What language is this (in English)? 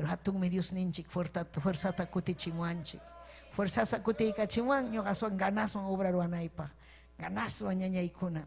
Ayacucho Quechua